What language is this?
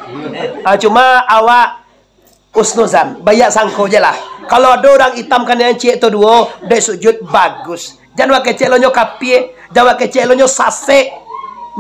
Minangkabau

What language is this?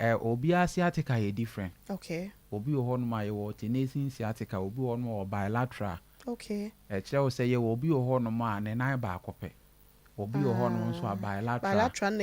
Akan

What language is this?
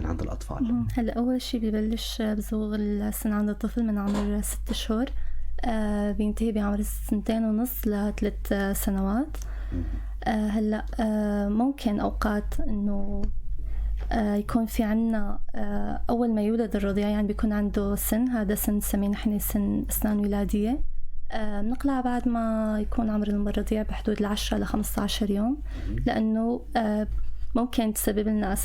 North Levantine Arabic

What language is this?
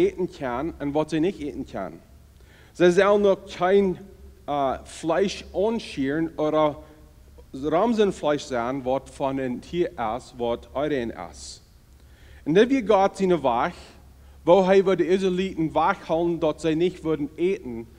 Plautdietsch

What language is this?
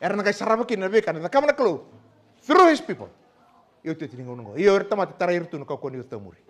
Fijian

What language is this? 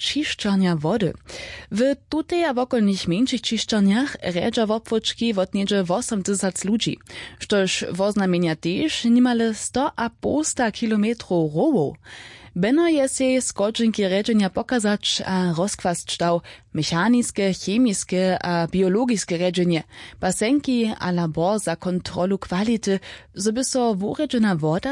Upper Sorbian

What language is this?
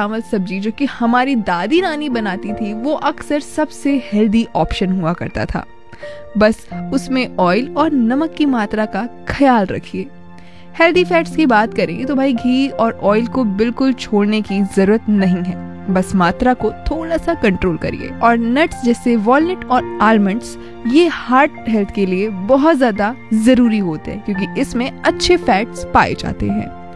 Hindi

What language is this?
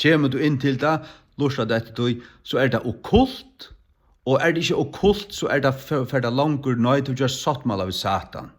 Faroese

